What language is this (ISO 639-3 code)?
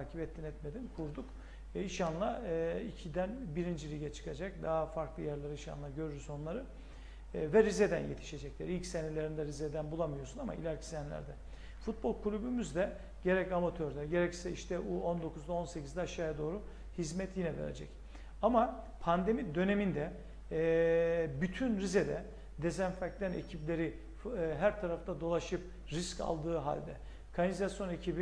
tur